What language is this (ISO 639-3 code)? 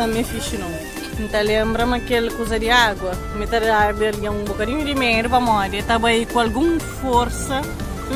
kea